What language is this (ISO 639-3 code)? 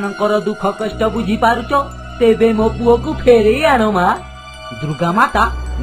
ori